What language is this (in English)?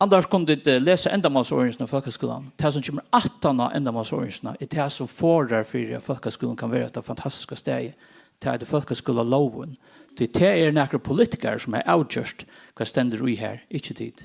Faroese